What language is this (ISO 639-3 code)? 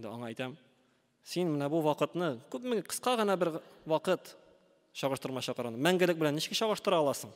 tat